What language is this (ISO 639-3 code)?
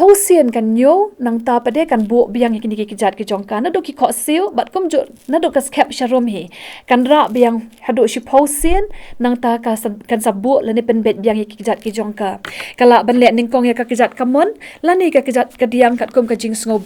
kha